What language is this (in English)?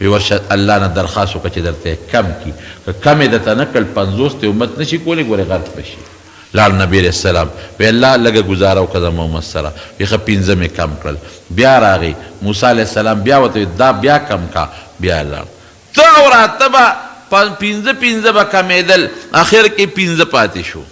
Pashto